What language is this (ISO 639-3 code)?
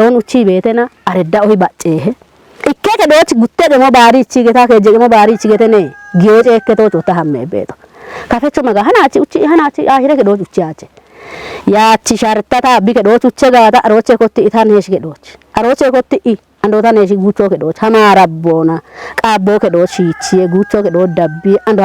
kbr